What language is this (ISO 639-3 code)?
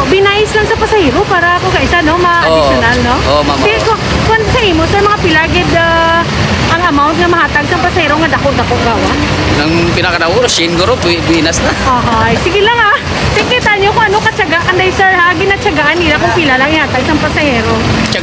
hil